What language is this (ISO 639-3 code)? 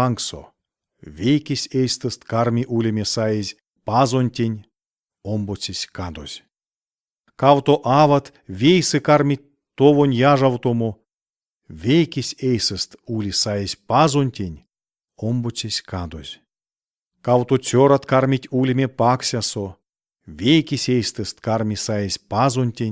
myv